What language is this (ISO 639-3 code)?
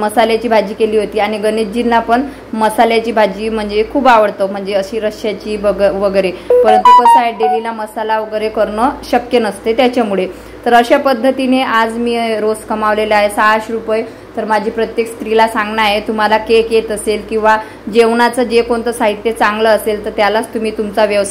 mar